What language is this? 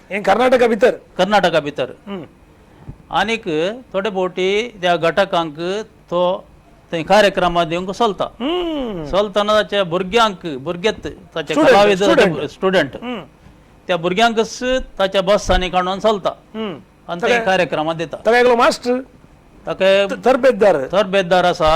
Konkani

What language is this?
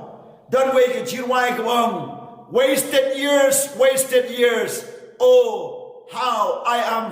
Khasi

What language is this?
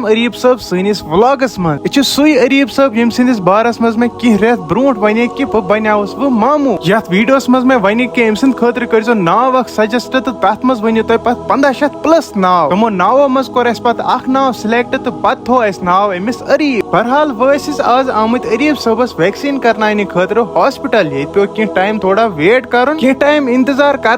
Kashmiri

